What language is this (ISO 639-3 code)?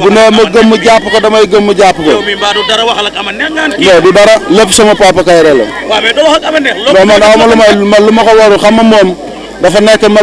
wol